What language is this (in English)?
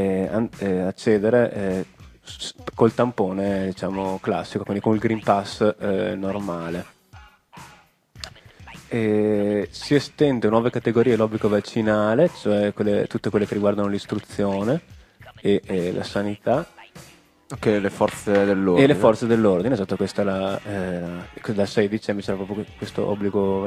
Italian